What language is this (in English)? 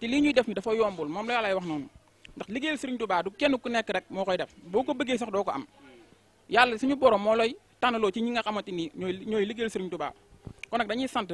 Wolof